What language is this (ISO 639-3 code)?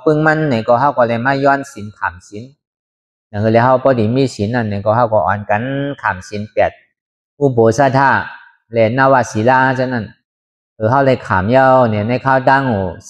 shn